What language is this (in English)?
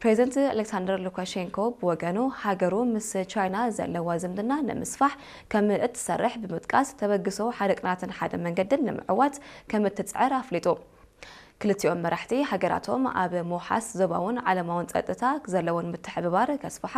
Tigrinya